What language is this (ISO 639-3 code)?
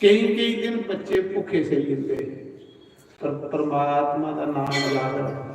doi